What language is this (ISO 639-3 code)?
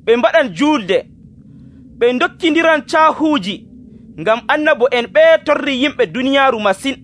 fuv